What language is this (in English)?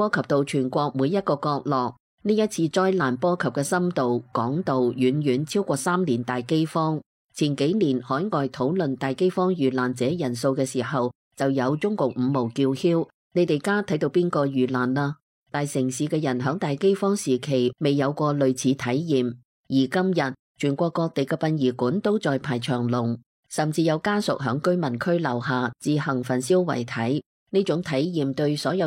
Cantonese